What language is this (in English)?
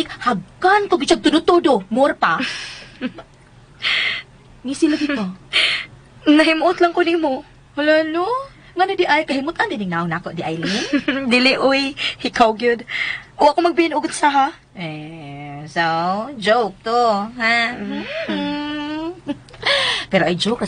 Cebuano